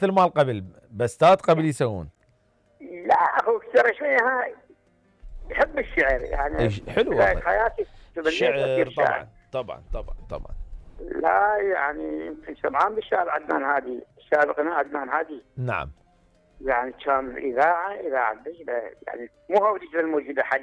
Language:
Mesopotamian Arabic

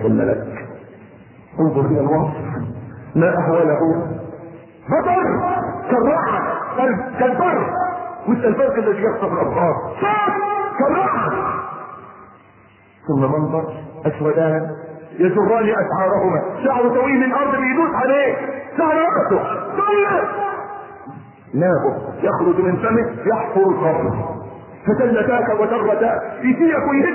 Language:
Arabic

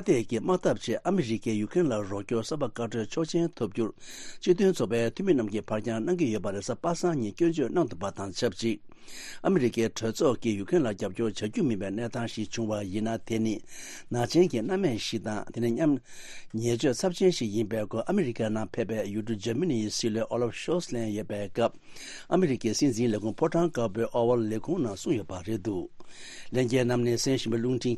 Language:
Tibetan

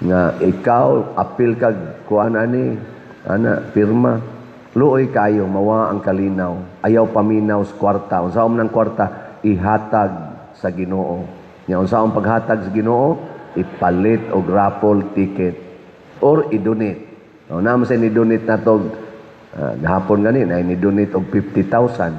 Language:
Cebuano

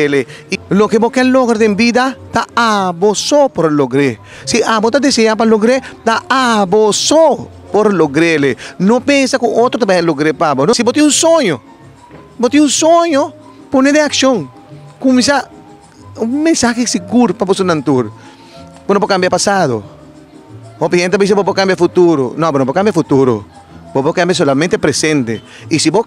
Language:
Papiamento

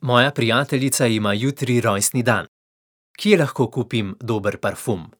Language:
Slovenian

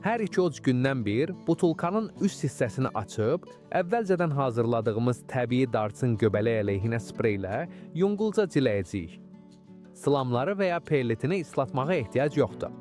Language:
Azerbaijani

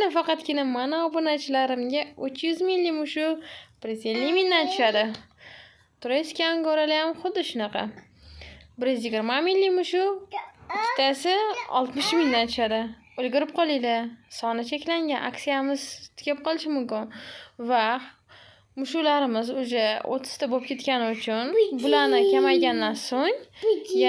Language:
Uzbek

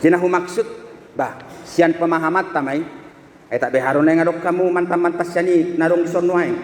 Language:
Batak Toba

